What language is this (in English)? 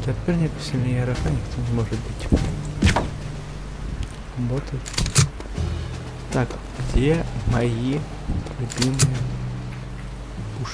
Russian